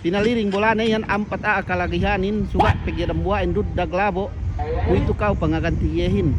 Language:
Yakan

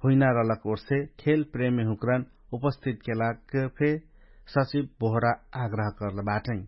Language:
Dangaura Tharu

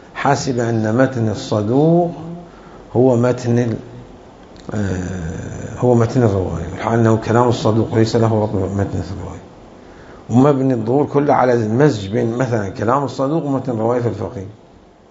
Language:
Mesopotamian Arabic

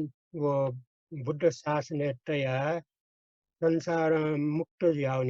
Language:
Newari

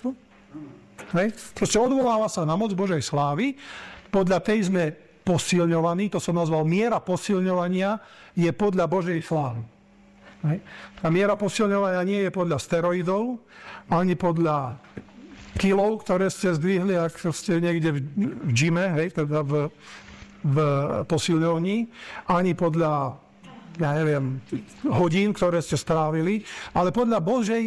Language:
Slovak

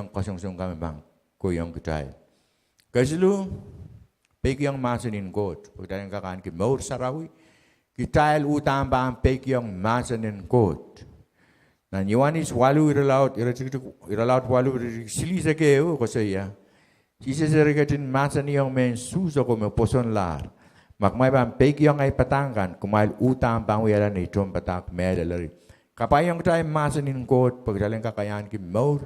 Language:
Pohnpeian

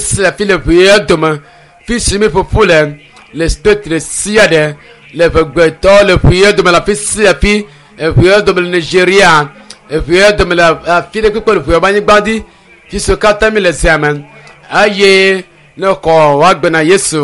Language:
Ewe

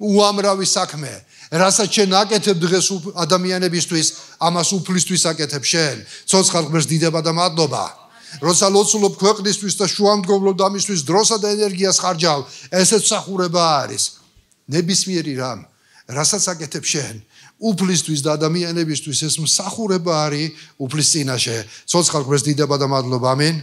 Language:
Georgian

